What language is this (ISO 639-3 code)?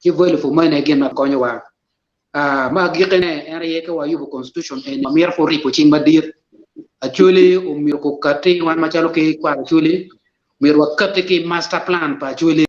ach